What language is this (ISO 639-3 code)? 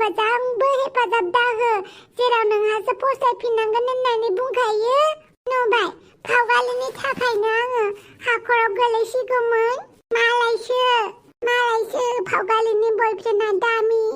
brx